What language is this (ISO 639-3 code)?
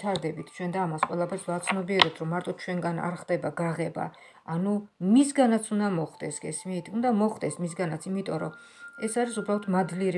kat